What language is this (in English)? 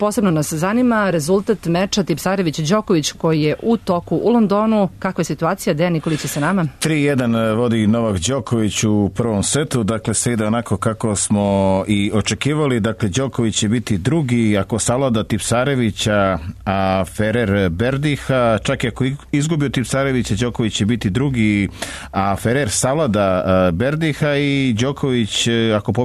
Serbian